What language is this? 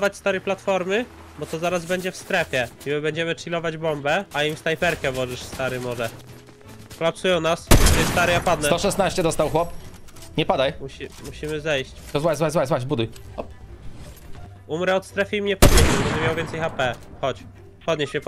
Polish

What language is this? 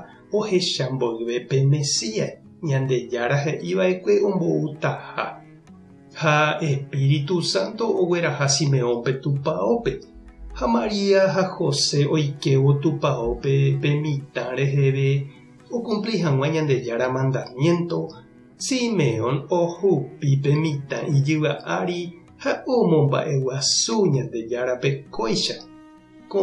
Guarani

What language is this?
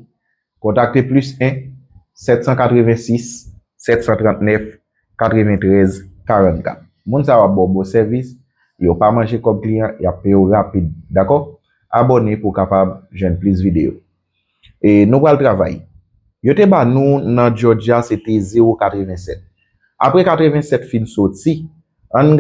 Haitian Creole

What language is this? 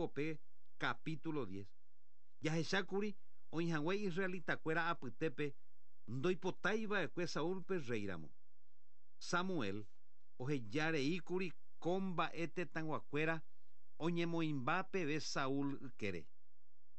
Guarani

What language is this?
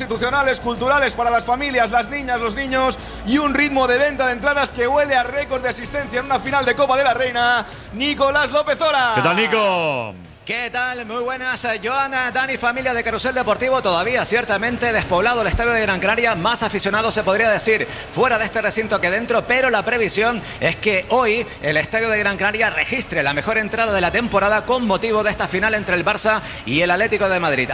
Spanish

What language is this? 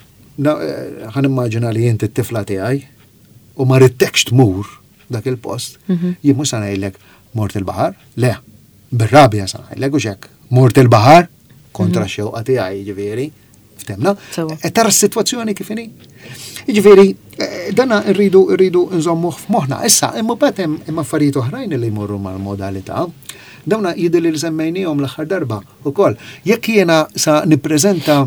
Maltese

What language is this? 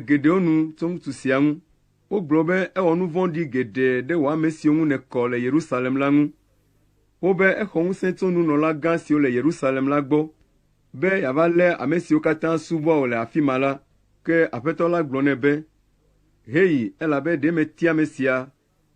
Ewe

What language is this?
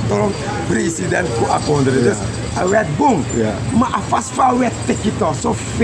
Sranan Tongo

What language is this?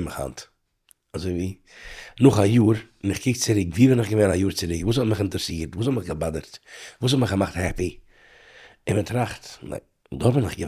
Yiddish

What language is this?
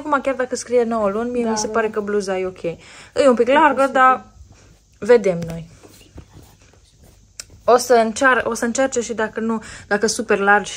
Romanian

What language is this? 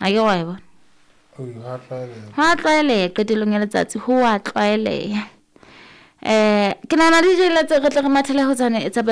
Southern Sotho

